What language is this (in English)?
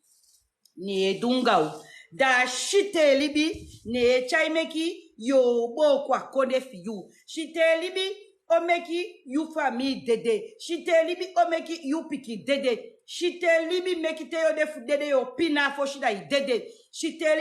Sranan Tongo